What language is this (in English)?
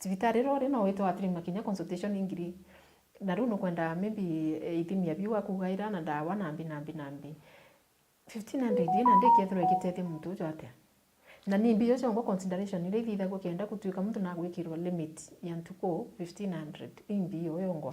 Meru